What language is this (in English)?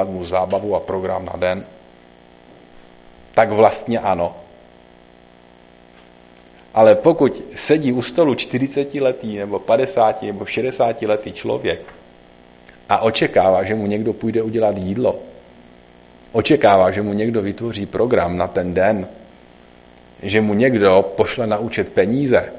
Czech